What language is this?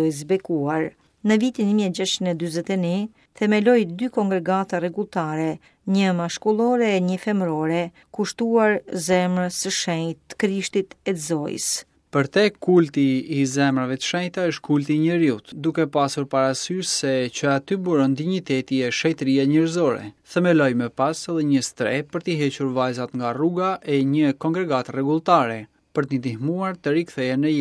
Albanian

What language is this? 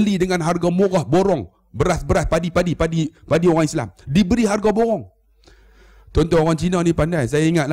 Malay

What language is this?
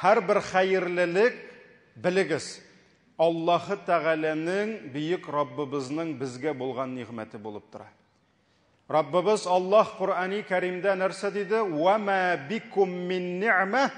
Tatar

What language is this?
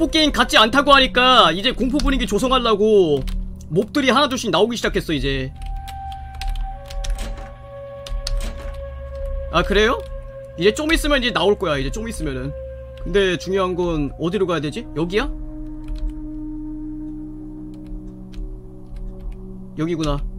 Korean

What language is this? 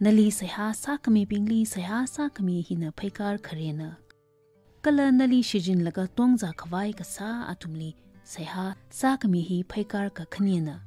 Tangkhul Naga (India)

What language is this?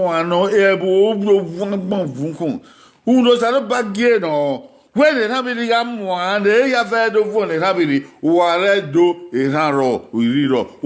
Bini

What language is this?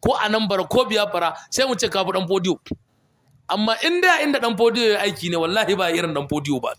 Hausa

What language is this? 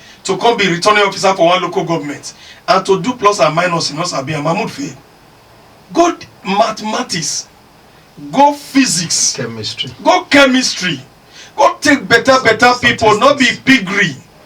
Nigerian Pidgin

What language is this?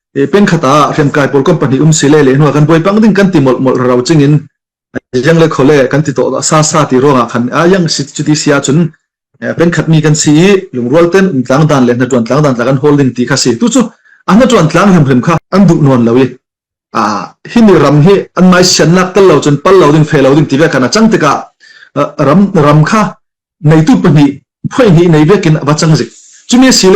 Falam Chin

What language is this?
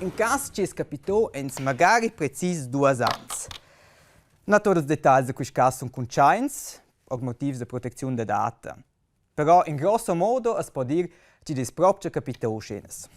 Romansh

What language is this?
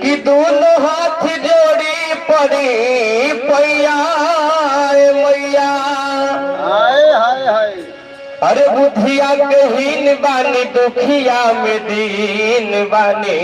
Magahi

